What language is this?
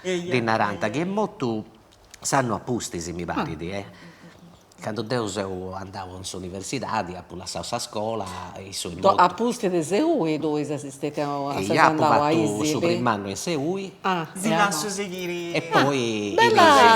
Sardinian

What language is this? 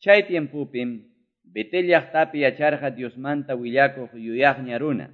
Quechua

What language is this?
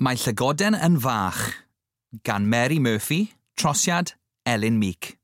Welsh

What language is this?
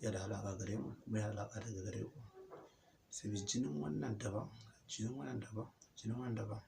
Hausa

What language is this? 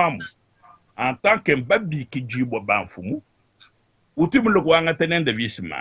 Luba-Lulua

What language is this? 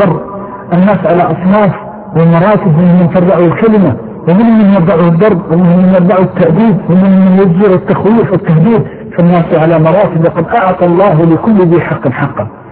Arabic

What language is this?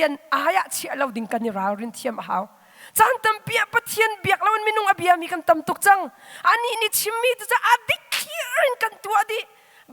Hakha Chin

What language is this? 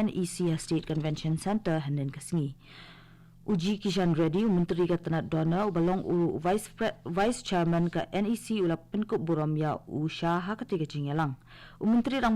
Khasi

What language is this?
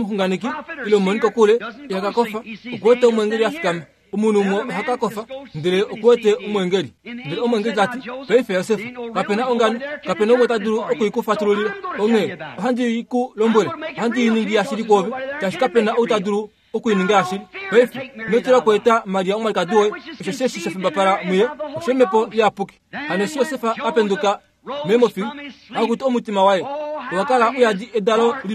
Kuanyama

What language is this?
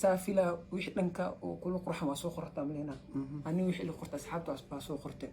Somali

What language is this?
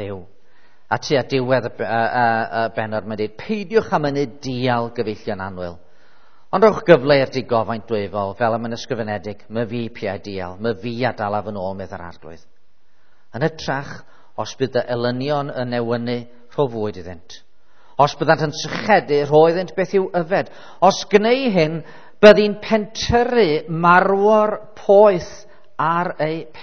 Welsh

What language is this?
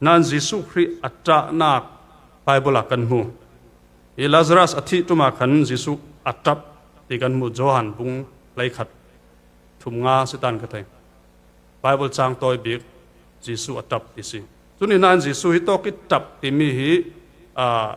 Falam Chin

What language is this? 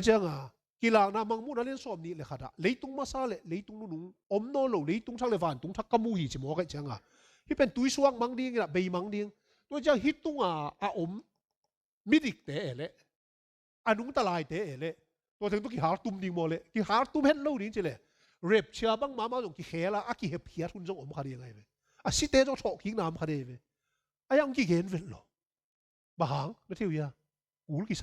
Tedim Chin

